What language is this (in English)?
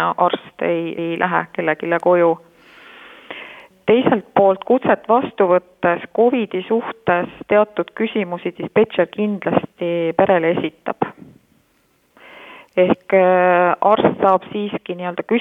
Estonian